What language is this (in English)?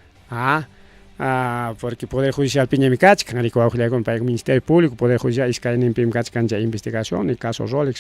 Ayacucho Quechua